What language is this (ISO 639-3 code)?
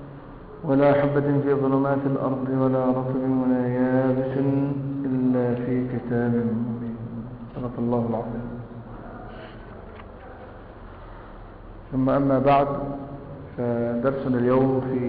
ara